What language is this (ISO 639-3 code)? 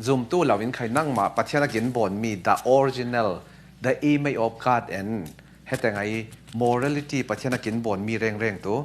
cfm